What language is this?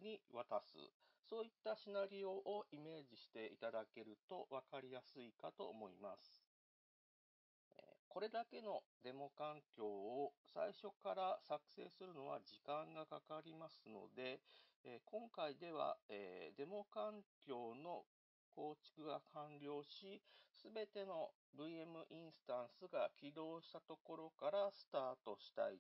Japanese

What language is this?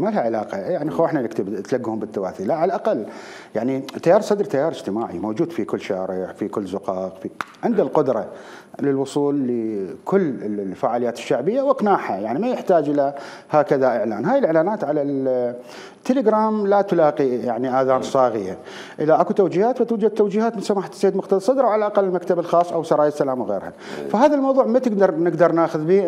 Mesopotamian Arabic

